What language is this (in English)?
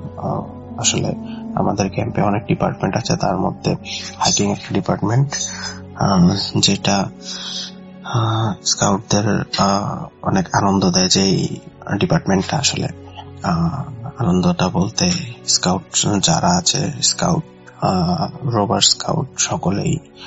Bangla